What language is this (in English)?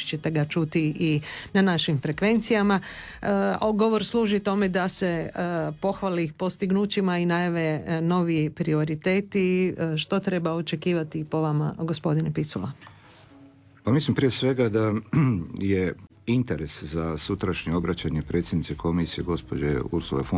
Croatian